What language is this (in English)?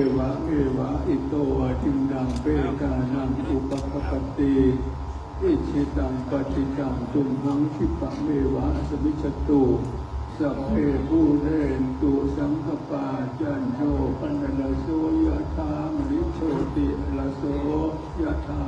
Pali